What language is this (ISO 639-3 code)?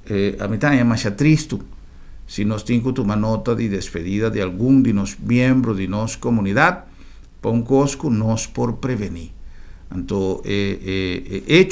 pap